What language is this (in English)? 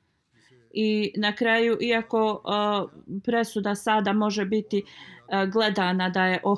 Bosnian